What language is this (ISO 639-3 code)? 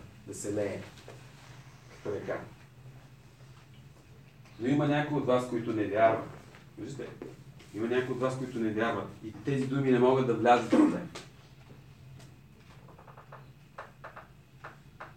bul